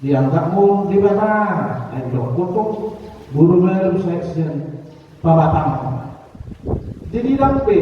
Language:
Batak Toba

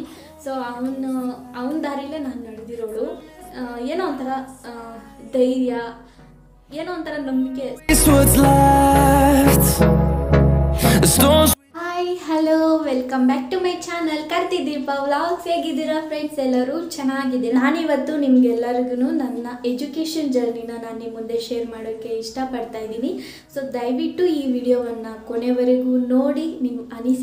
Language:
Kannada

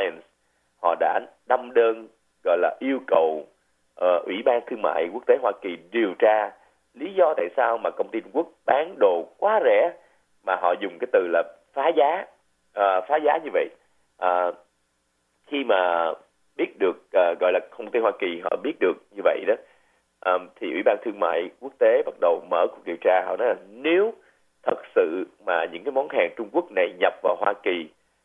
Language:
Vietnamese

